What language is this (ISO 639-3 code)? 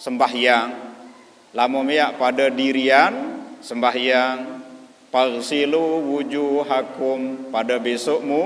sas